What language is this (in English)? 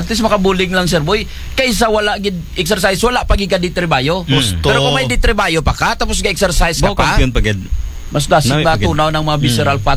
Aklanon